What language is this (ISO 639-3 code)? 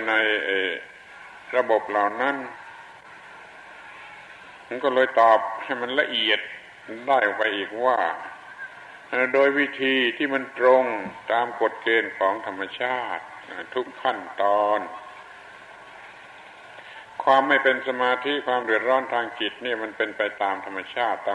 tha